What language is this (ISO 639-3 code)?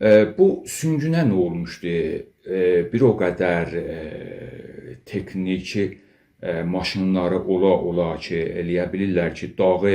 aze